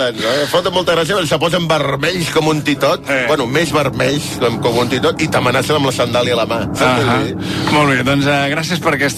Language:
Catalan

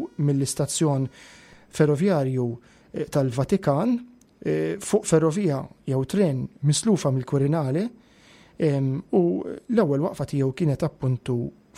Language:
Maltese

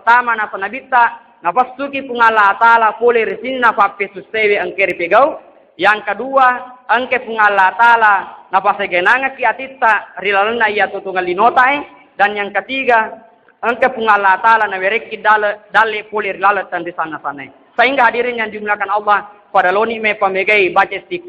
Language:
Buginese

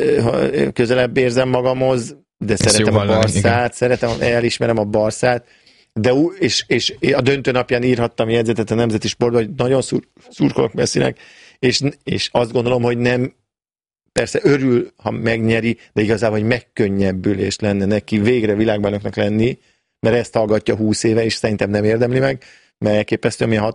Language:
Hungarian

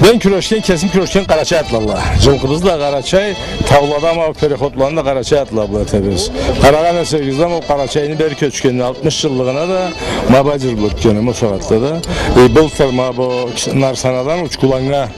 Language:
Karachay-Balkar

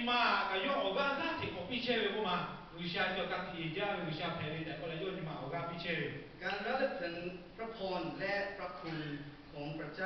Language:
Lahu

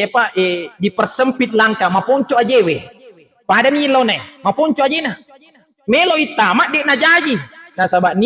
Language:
Buginese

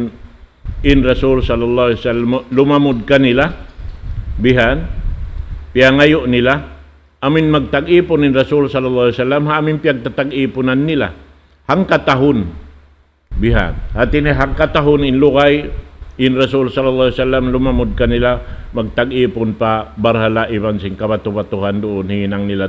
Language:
Tausug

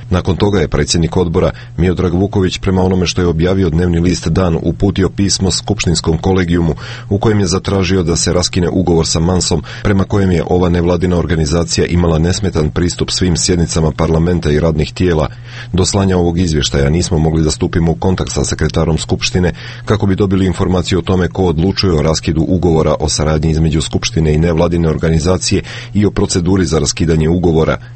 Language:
Serbian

